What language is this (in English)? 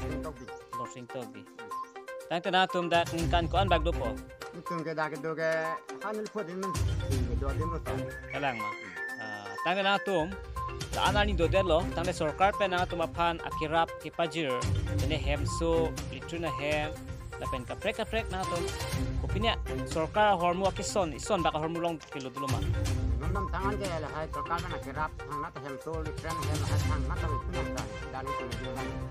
Karbi